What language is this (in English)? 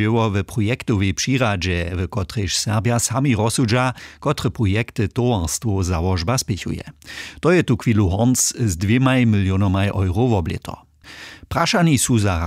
Upper Sorbian